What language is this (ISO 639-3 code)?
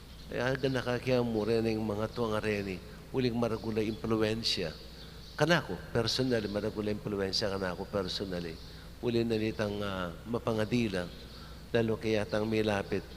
pam